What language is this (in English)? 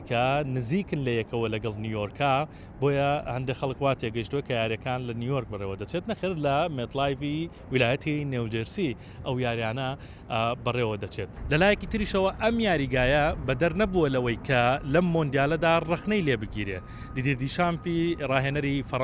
Central Kurdish